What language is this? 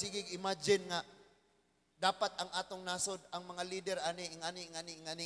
Cebuano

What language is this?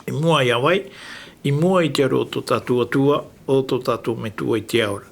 Tahitian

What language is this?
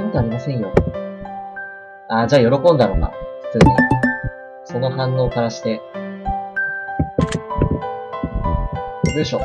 Japanese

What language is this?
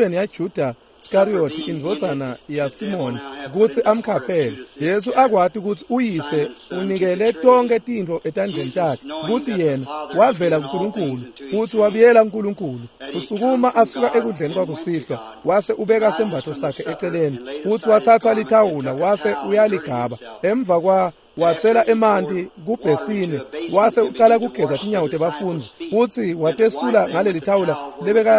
Swati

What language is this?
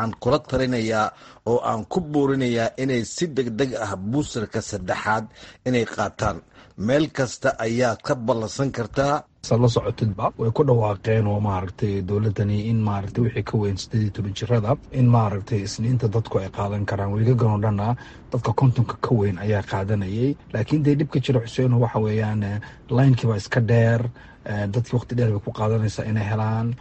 Somali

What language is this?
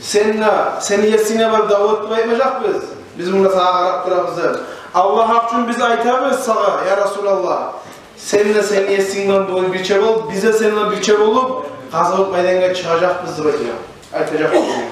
Kumyk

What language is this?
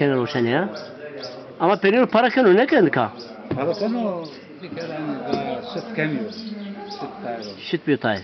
Zaza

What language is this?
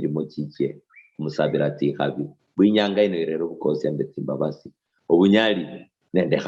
Luyia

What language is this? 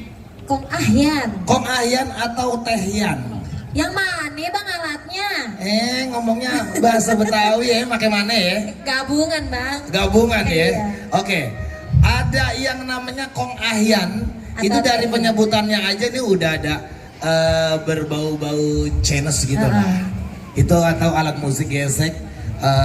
Betawi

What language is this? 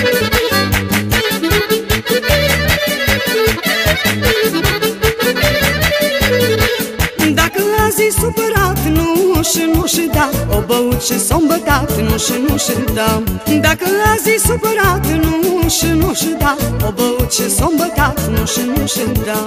Romanian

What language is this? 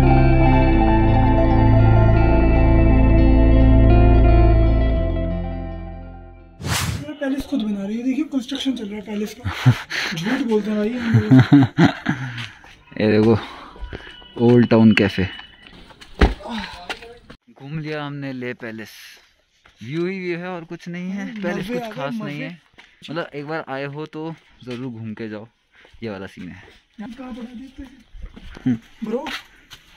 Hindi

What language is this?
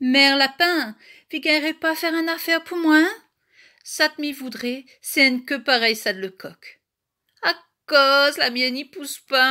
Réunion Creole French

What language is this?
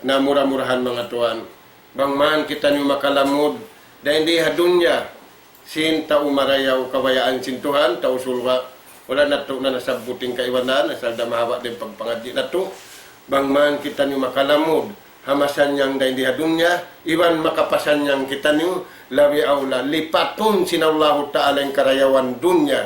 Tausug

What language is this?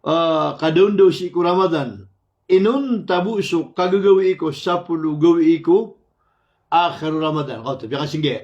Maranao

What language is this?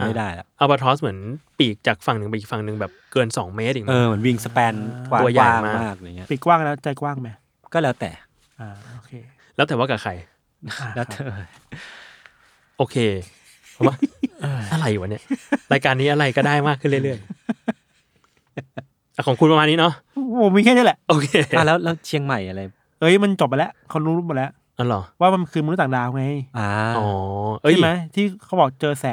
Thai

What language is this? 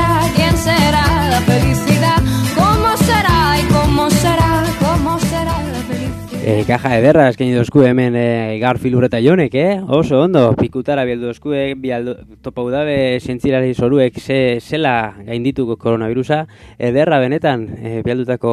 Basque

